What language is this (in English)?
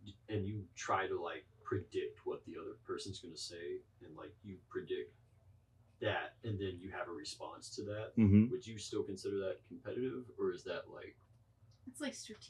English